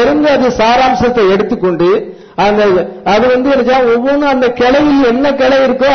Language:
Tamil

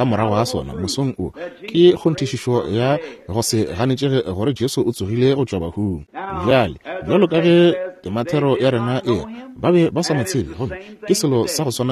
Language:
Northern Sotho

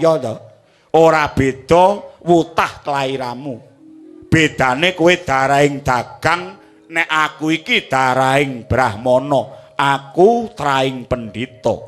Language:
Javanese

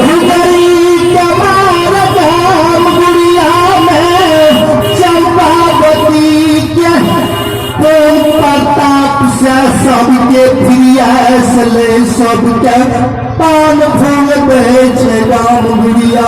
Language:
Maithili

